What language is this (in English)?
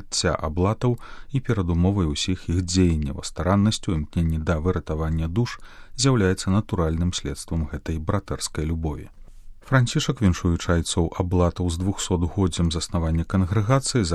Belarusian